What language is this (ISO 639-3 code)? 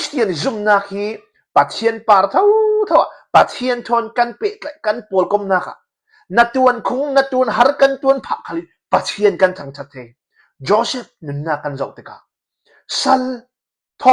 cnh